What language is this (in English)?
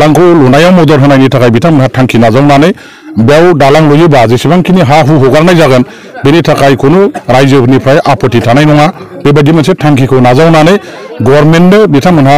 Bodo